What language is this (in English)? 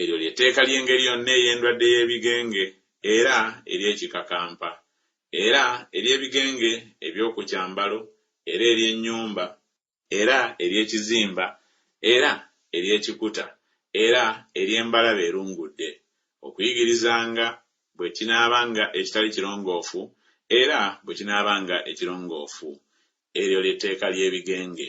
Ganda